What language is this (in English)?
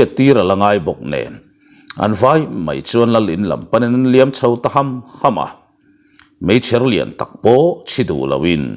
Mizo